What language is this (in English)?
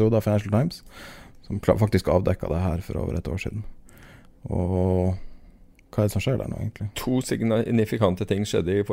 Norwegian